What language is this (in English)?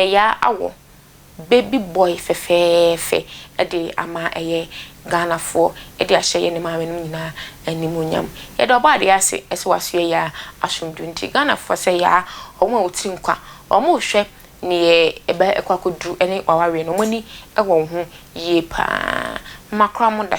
Akan